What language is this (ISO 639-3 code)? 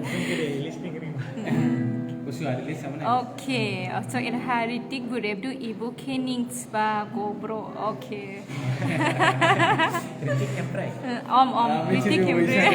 dis